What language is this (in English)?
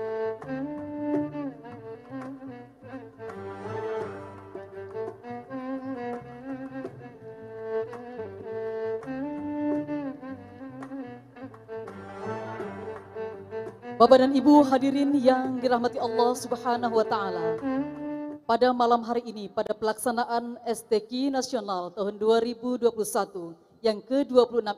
Indonesian